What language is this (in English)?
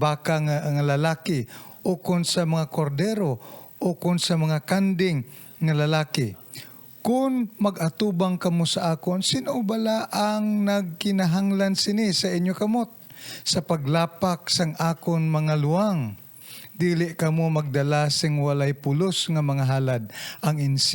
Hiligaynon